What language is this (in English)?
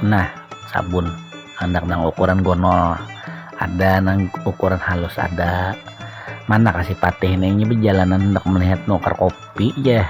Banjar